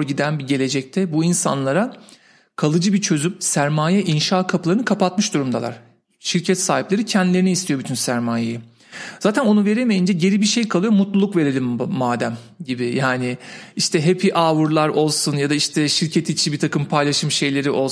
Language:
Turkish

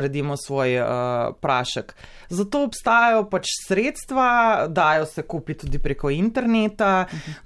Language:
Slovenian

